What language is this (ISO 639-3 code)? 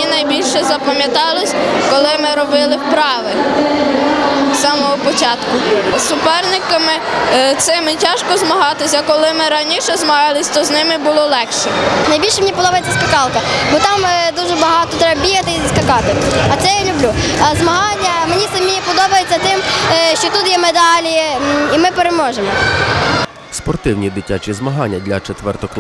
ukr